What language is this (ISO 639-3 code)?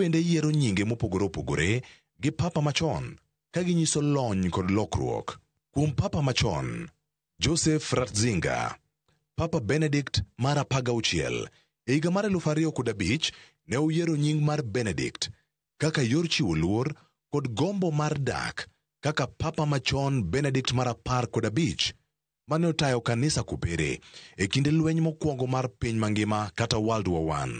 luo